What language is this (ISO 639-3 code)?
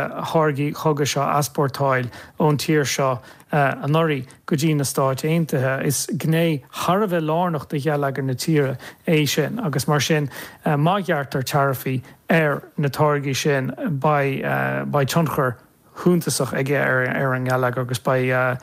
gle